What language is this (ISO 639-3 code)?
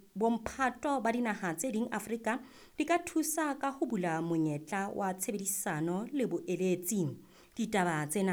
sot